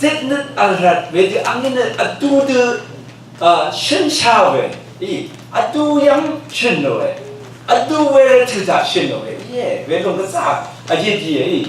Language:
Rawang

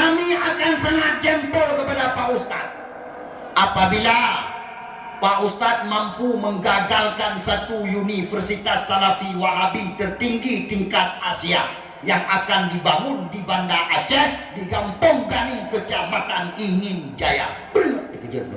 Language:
Achinese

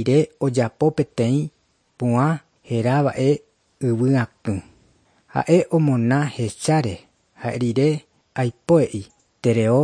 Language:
Guarani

